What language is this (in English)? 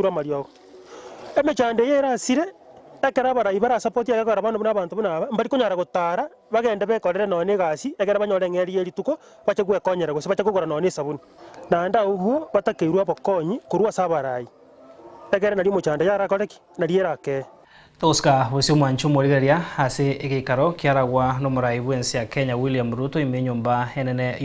Gusii